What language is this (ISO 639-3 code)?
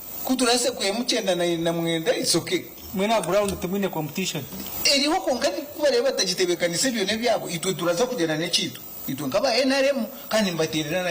nyn